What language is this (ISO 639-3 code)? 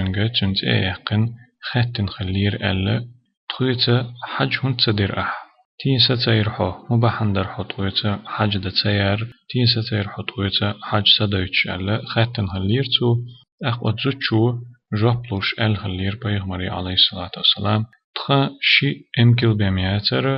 che